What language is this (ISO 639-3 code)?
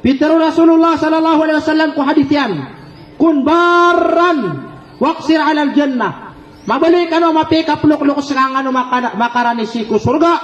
mrw